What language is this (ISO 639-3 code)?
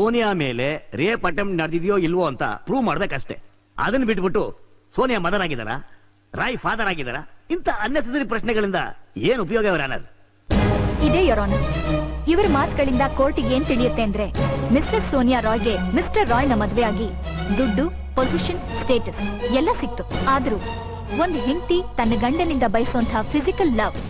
kan